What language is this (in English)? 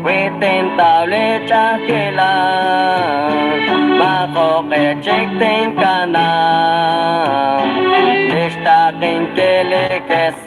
Kekchí